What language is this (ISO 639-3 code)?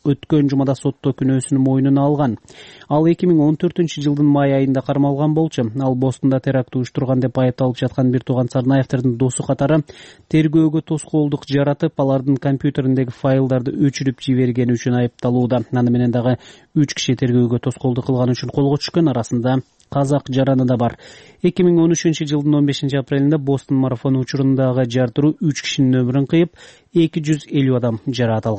kir